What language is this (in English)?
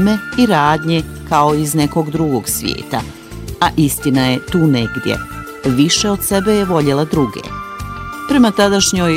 Bosnian